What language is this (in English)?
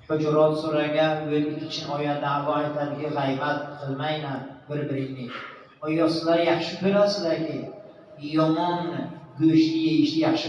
Tajik